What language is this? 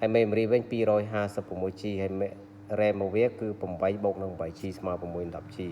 Khmer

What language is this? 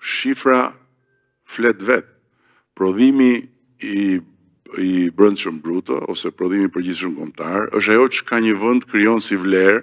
Albanian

